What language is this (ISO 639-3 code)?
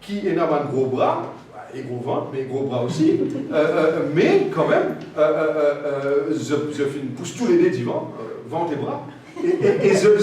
mfe